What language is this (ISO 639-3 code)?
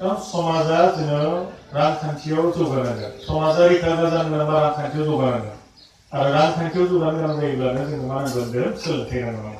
brx